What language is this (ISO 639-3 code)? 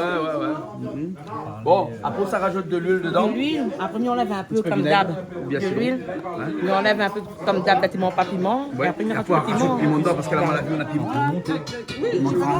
rcf